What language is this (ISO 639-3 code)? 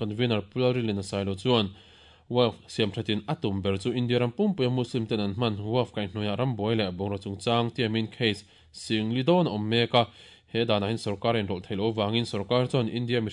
lus